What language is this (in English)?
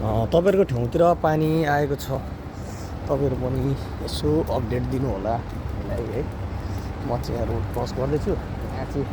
Nepali